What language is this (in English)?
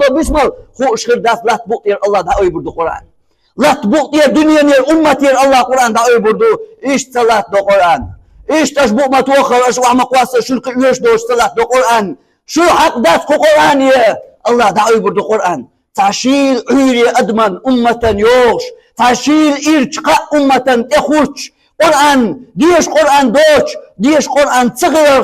Chechen